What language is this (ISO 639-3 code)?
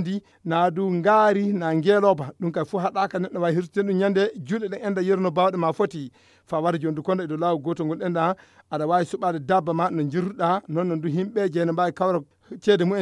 ful